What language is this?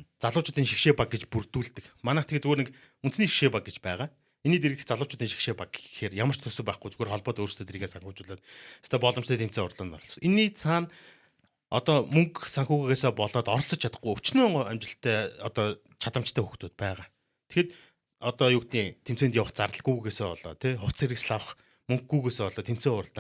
Mongolian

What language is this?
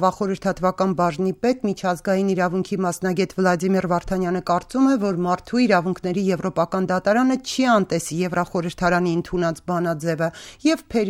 Armenian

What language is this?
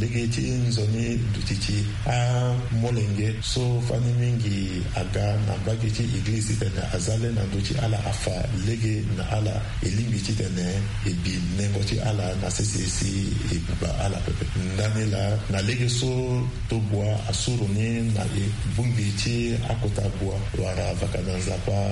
Sango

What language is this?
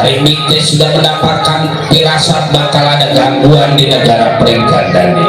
Betawi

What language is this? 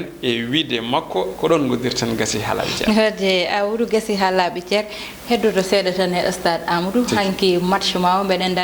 Fula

